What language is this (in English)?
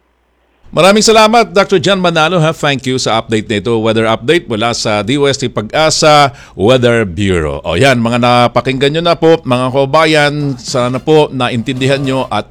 Filipino